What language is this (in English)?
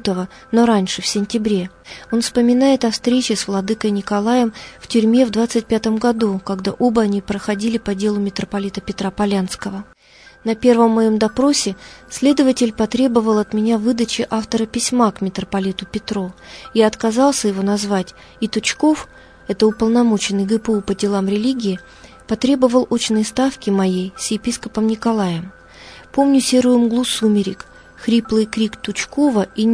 Russian